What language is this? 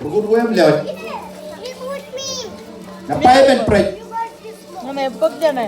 Marshallese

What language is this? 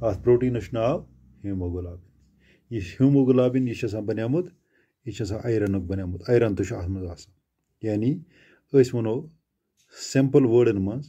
Kashmiri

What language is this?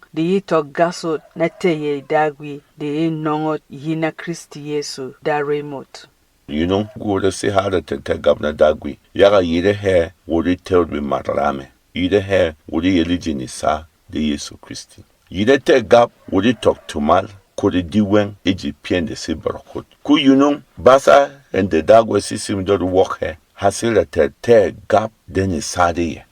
Berom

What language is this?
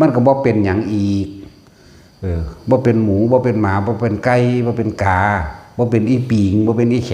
Northeastern Thai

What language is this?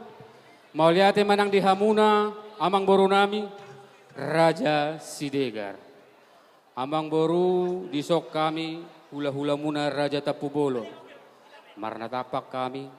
Batak Toba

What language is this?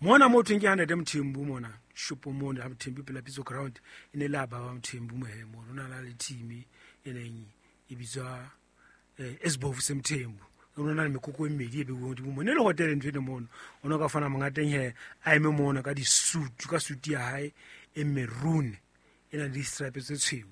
Southern Sotho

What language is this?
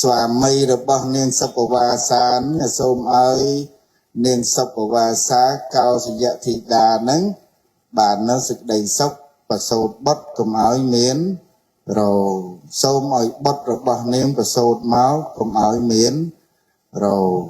Khmer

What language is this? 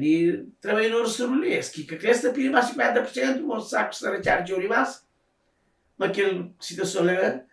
Kabuverdianu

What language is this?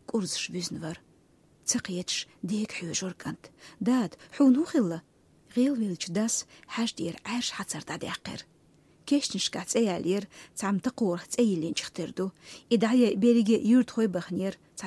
Chechen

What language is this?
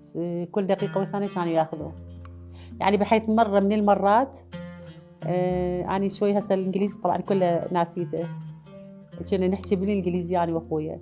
Mesopotamian Arabic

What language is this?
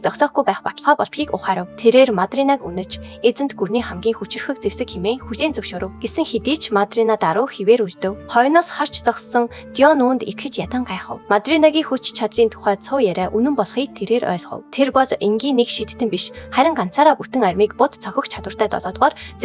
Mongolian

